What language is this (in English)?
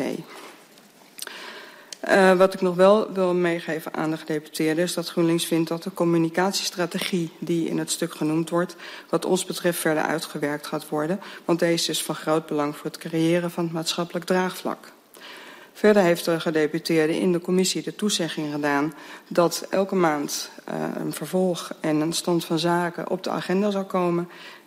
Dutch